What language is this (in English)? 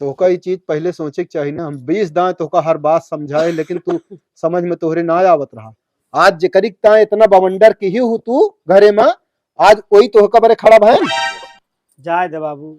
Awadhi